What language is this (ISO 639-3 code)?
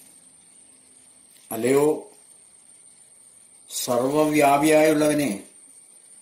mal